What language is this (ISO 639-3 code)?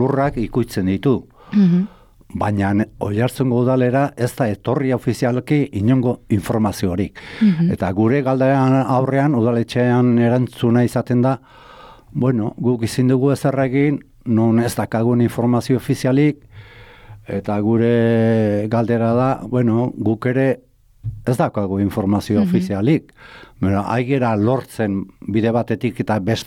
eus